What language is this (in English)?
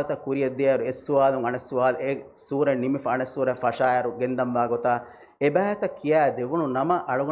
Divehi